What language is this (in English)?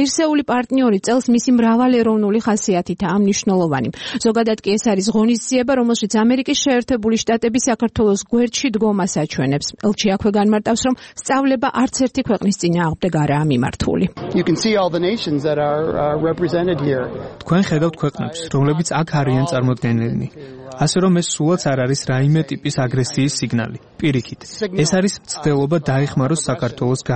Georgian